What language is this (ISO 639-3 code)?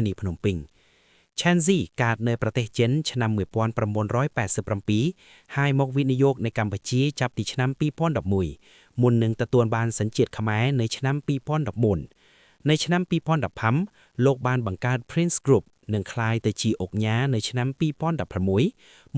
khm